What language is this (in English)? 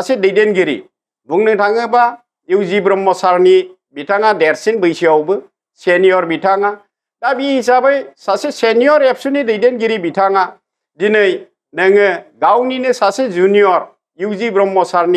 Bodo